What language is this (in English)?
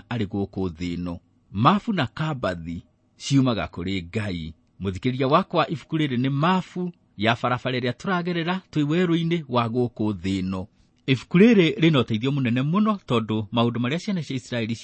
Kikuyu